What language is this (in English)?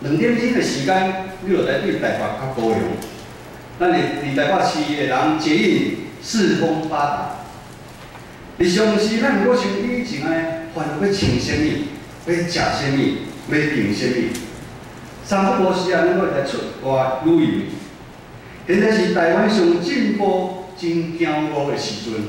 Min Nan Chinese